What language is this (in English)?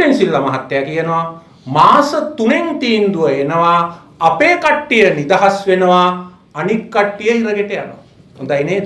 Sinhala